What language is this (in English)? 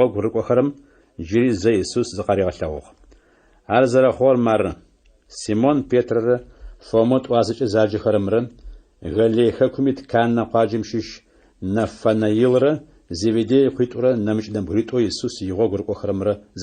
Adyghe